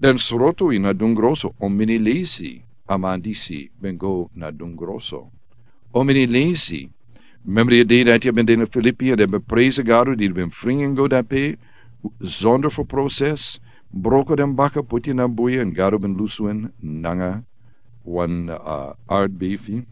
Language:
Sranan Tongo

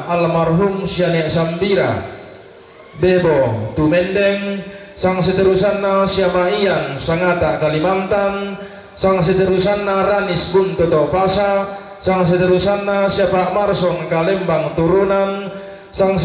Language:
Toraja-Sa'dan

